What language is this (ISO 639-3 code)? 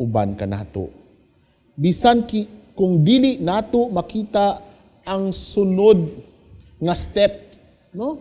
ceb